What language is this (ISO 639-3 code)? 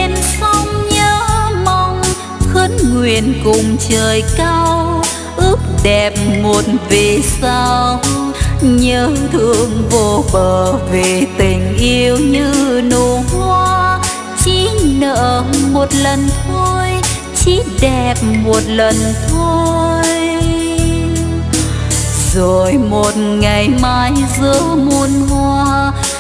vie